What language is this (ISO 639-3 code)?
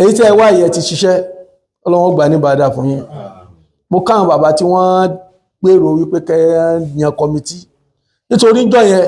yor